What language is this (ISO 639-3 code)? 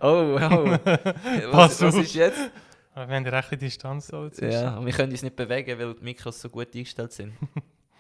gsw